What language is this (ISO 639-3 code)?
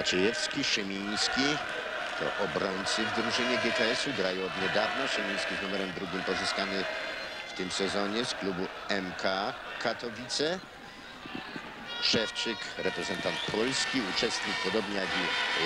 pol